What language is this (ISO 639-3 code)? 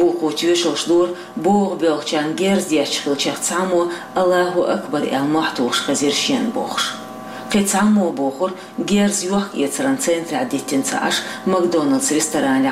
che